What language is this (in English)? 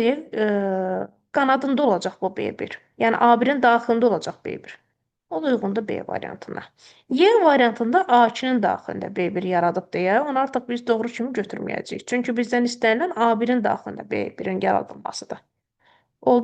Azerbaijani